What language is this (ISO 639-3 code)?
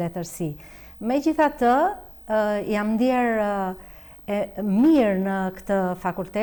sqi